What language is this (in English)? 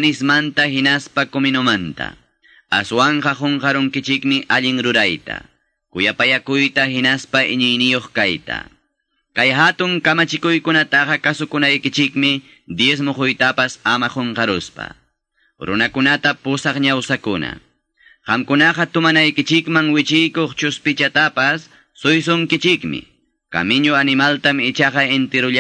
Quechua